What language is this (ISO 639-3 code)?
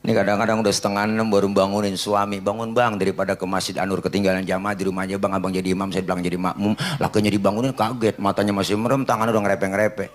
bew